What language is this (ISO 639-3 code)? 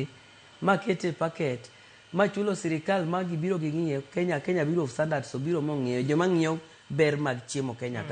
luo